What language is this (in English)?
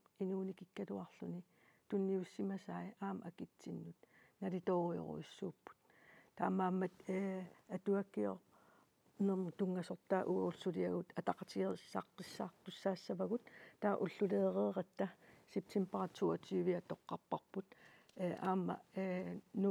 Kalaallisut